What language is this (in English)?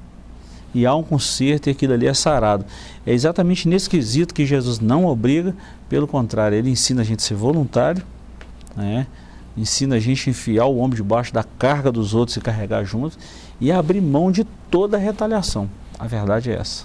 Portuguese